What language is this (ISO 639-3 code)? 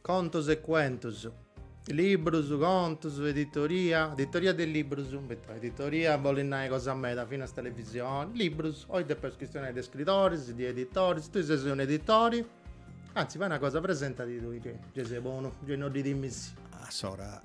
srd